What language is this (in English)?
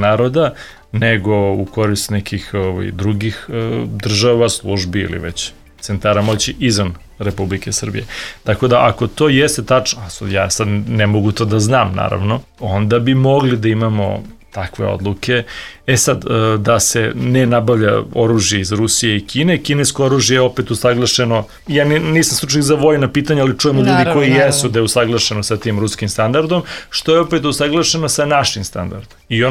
Serbian